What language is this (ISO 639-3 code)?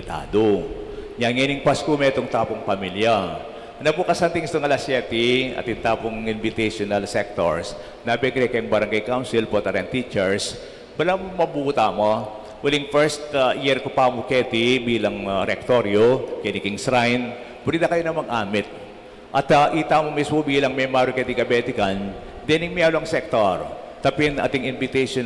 pam